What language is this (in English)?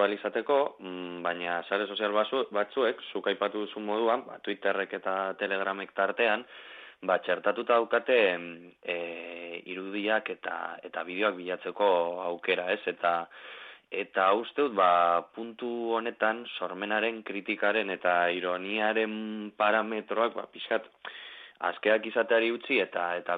Basque